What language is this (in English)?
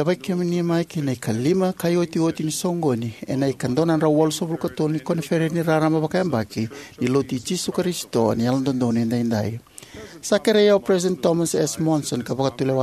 Fijian